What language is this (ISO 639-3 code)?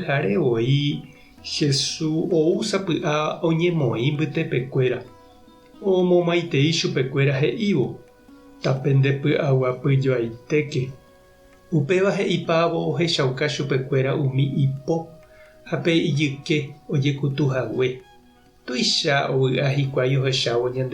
grn